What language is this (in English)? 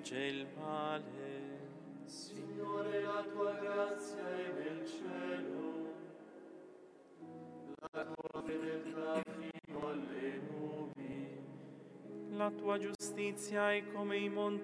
Italian